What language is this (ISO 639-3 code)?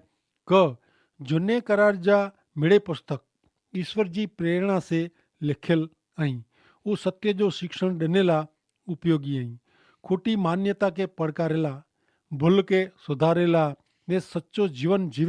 kfr